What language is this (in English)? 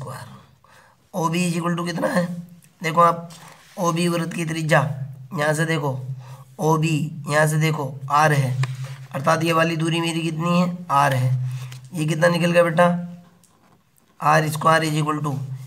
Hindi